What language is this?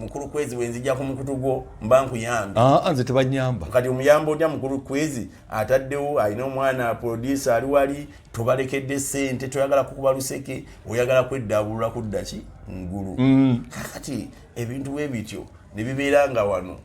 Ganda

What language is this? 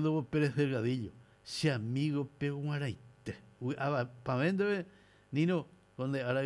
Guarani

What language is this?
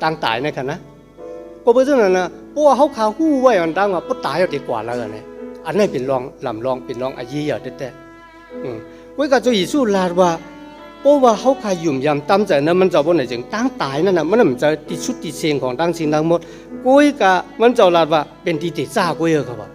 Shan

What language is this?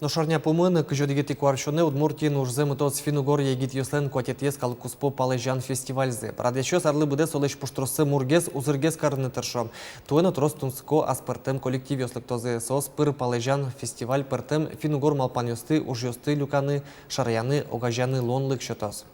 Udmurt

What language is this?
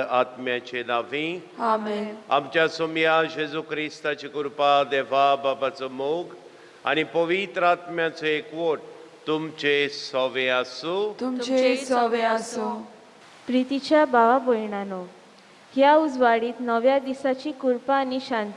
Konkani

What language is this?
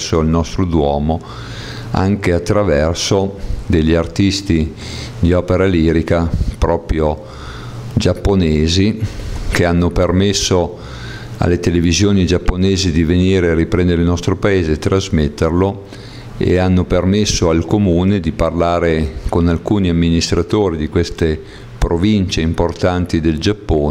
Italian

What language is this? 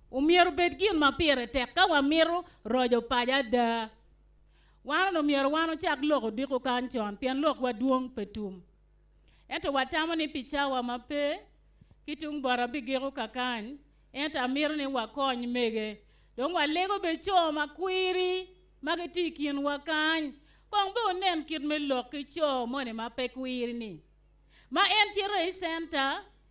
Acoli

